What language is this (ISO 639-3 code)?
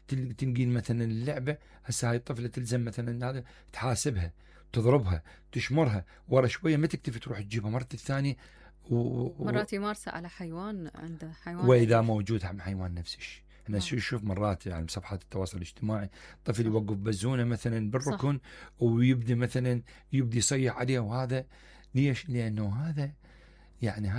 acm